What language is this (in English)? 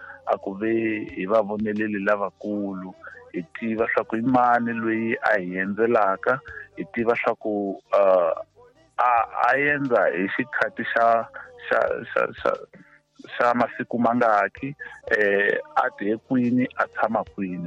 Tsonga